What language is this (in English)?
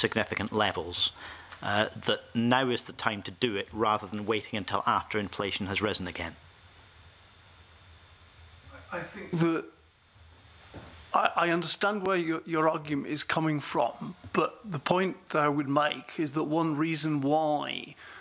English